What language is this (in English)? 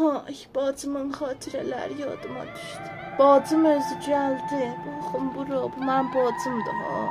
South Azerbaijani